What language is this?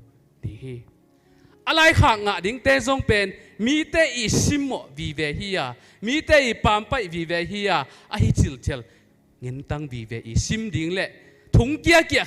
Tedim Chin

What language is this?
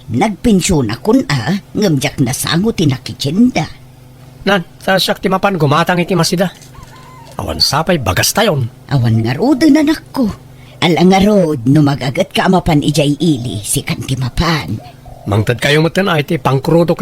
Iloko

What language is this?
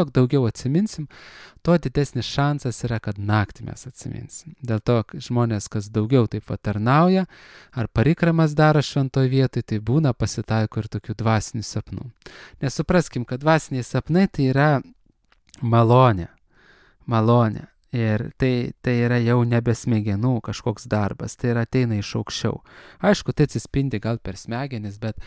Lithuanian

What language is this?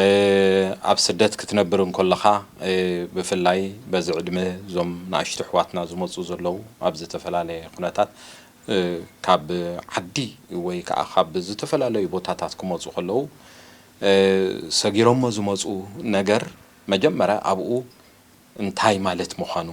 Tigrinya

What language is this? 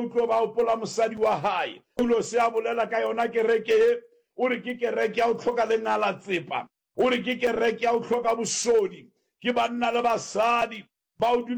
Northern Sotho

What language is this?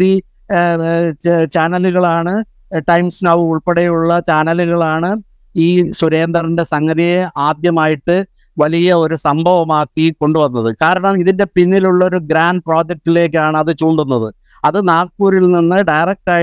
Malayalam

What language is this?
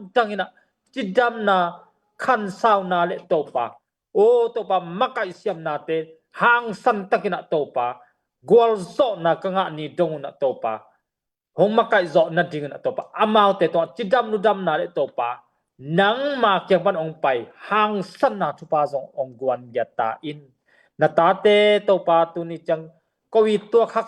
Tedim Chin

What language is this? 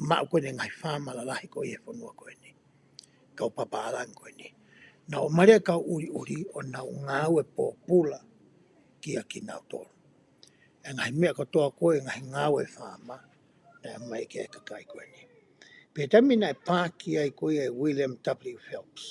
Tongan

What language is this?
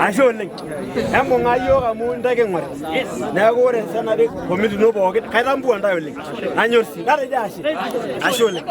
Masai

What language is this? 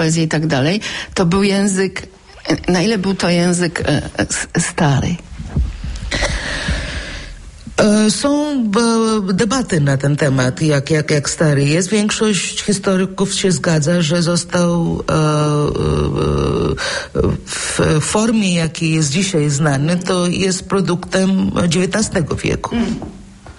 Polish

